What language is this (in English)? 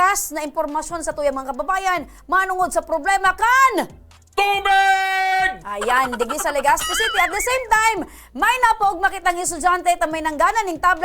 Bikol